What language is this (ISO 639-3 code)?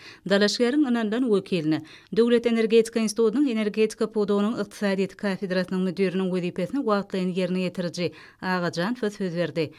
tuk